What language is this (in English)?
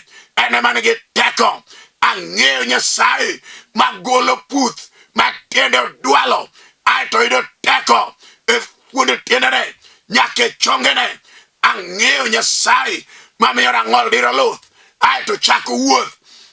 Luo (Kenya and Tanzania)